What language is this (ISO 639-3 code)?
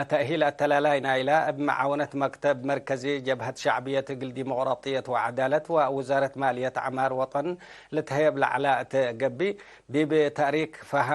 tig